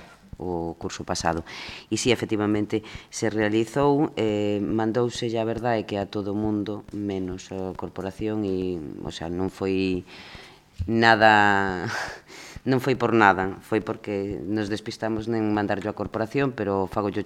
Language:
Galician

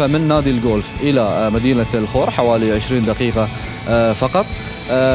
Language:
Arabic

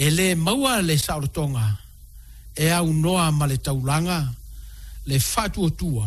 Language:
Samoan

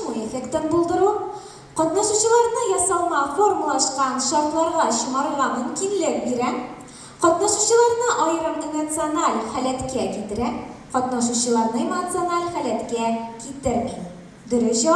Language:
Tatar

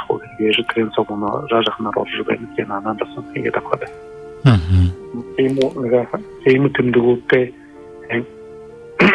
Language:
Buriat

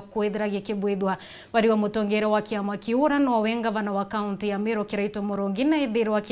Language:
Meru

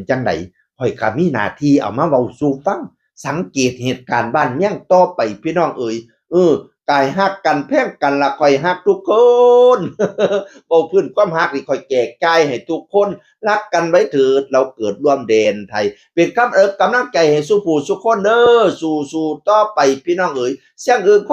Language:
Northeastern Thai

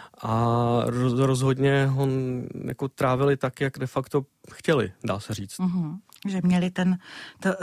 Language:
Czech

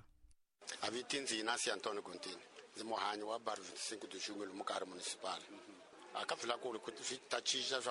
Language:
Tsonga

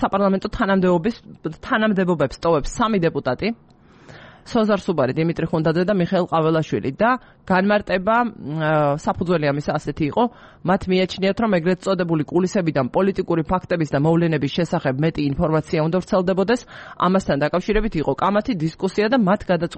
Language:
Georgian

